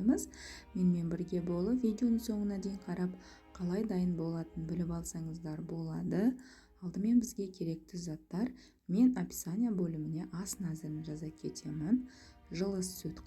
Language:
Kazakh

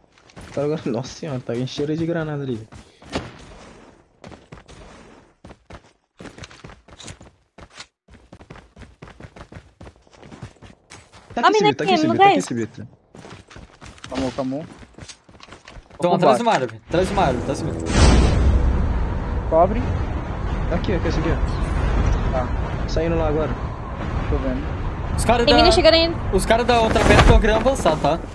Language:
Portuguese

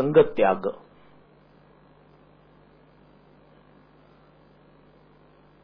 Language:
Marathi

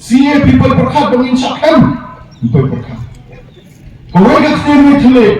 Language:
Khasi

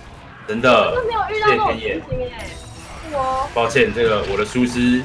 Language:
Chinese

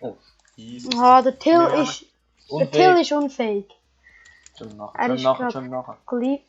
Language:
Swiss German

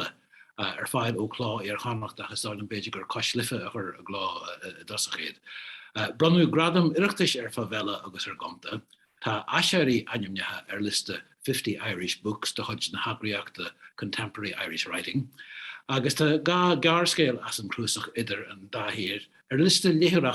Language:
Irish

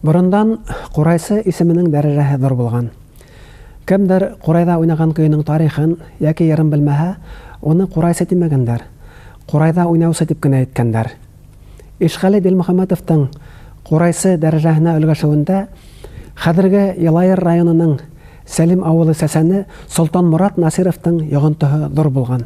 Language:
Bashkir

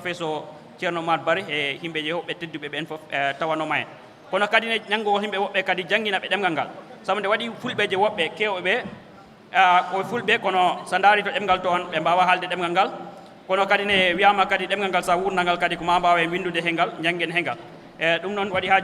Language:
Fula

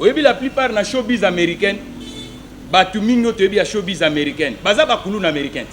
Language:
Lingala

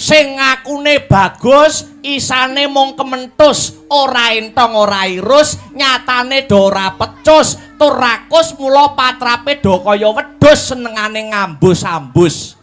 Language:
Javanese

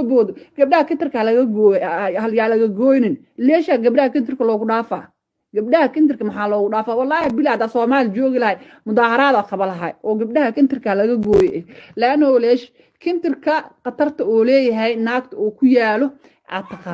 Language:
Somali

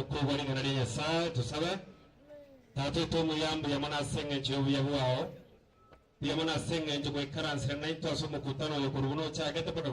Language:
Gusii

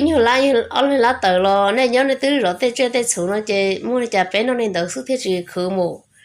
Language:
Hmong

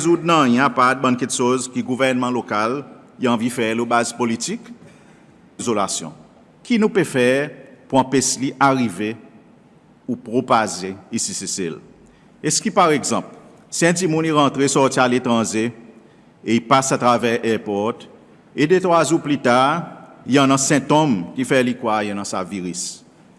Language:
Seselwa Creole French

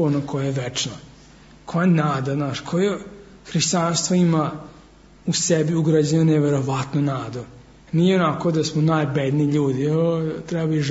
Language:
Serbian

